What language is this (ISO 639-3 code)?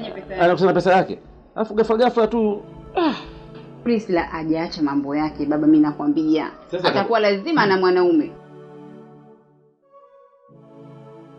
swa